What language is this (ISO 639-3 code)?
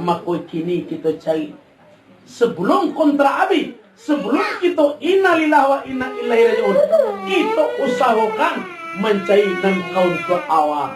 min